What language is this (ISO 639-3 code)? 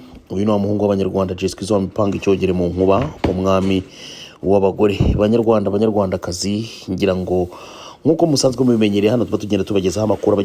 kin